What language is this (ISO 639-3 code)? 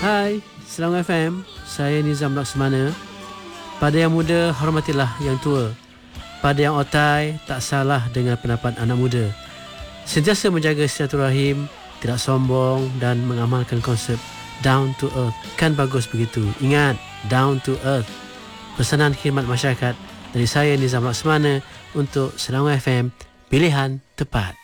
msa